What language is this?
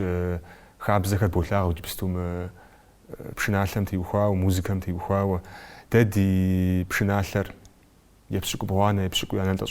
Kabardian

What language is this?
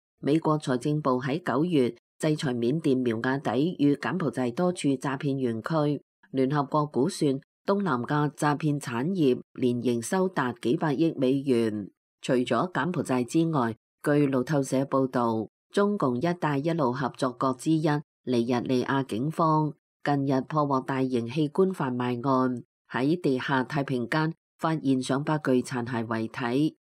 Cantonese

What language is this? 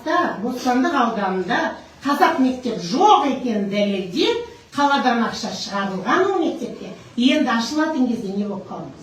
Kazakh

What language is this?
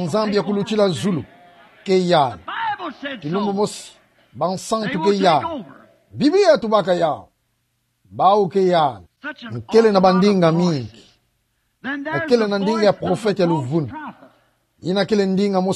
Kituba (Democratic Republic of Congo)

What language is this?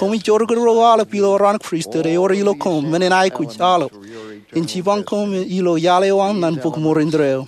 Marshallese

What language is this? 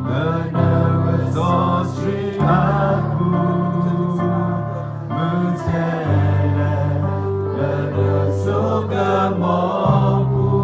S'gaw Karen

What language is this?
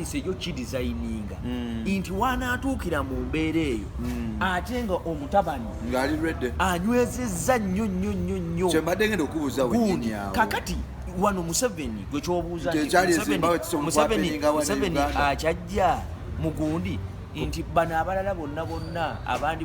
Ganda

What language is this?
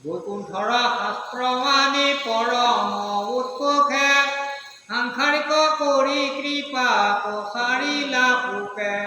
Assamese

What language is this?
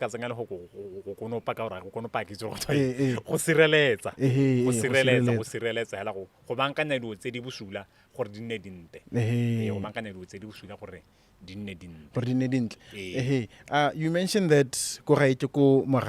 Tswana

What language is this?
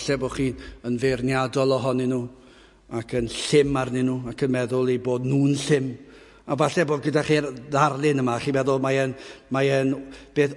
Welsh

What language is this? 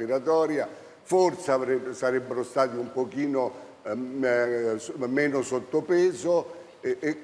Italian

